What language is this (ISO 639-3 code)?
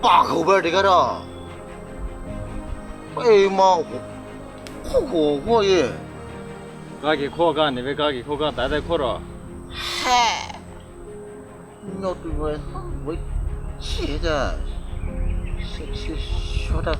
pmx